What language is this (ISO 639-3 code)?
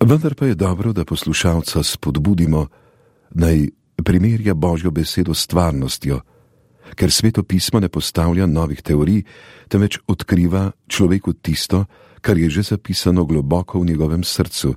slv